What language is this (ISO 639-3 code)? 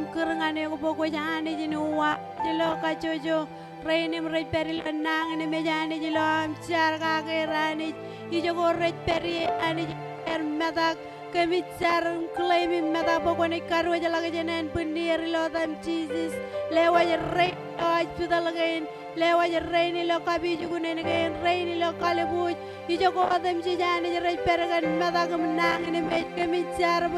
mah